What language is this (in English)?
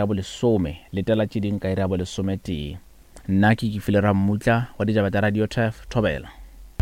Northern Sotho